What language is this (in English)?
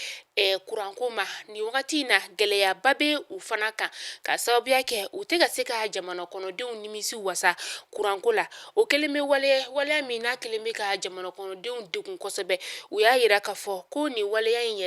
Bambara